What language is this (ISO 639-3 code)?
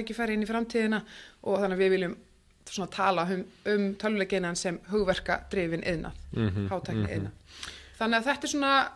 isl